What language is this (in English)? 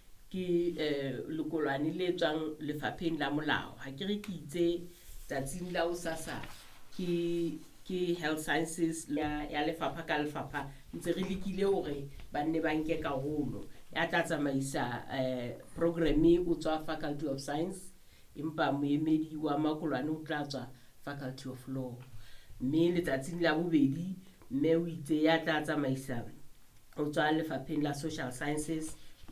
Southern Sotho